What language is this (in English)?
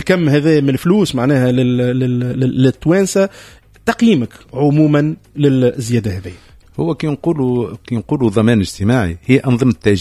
Tunisian Arabic